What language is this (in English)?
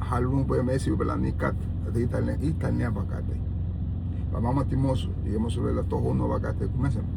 Garifuna